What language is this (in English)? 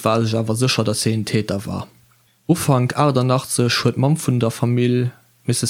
Luxembourgish